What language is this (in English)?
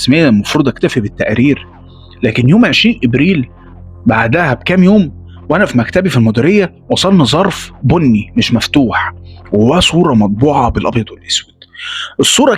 Egyptian Arabic